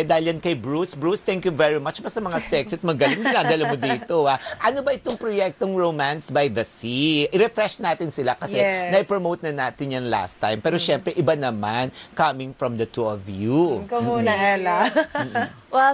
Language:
Filipino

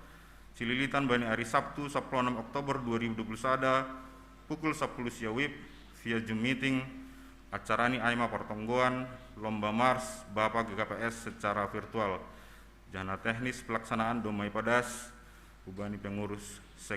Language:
Batak Simalungun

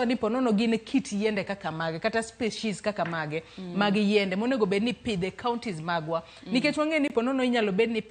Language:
Luo (Kenya and Tanzania)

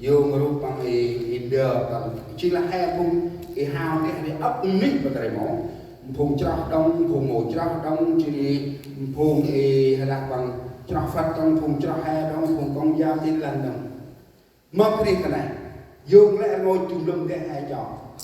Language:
Central Mnong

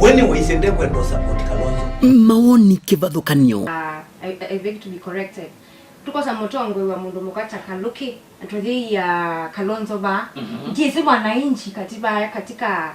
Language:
Kamba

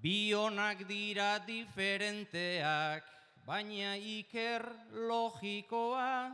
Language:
Basque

